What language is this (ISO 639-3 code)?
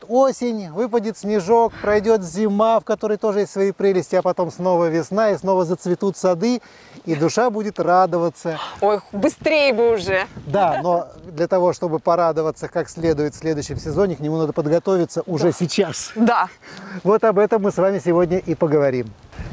rus